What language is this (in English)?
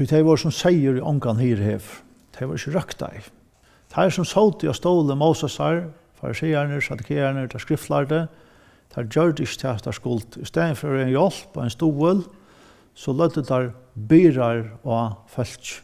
Faroese